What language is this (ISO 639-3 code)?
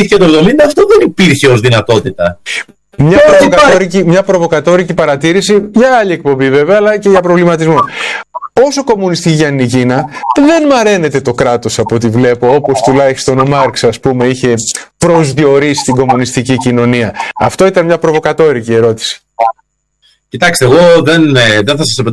ell